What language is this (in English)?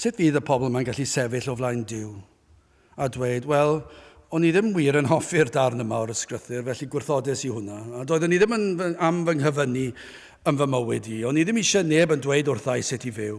Welsh